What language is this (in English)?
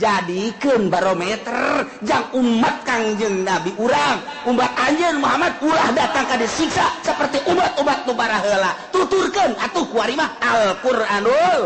Sundanese